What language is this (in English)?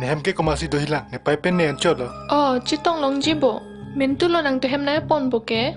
Karbi